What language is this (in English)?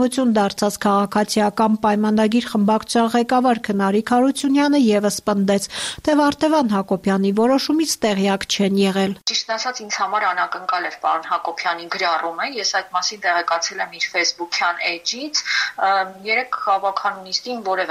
Armenian